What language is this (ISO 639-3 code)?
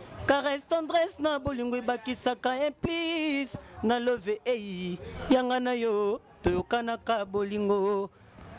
lin